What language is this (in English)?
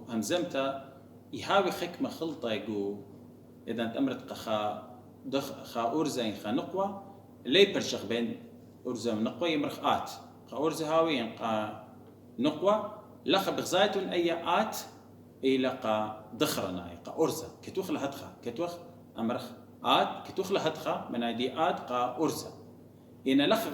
Assyrian Neo-Aramaic